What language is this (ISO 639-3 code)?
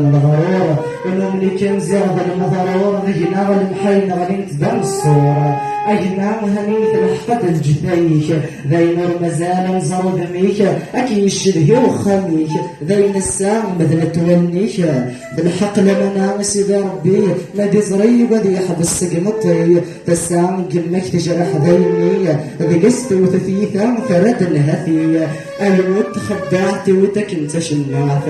kab